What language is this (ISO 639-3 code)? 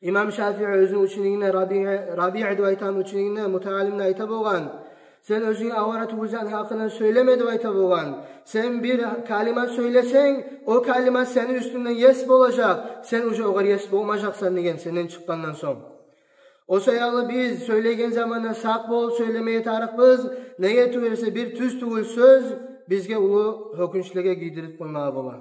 kum